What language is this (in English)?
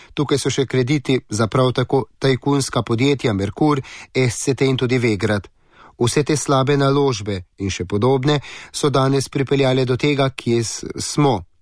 Slovenian